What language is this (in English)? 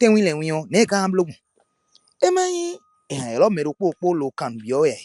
Fon